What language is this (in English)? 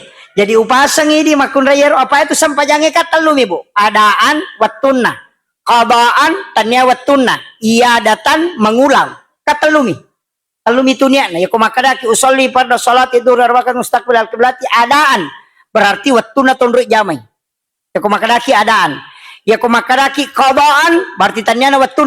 Buginese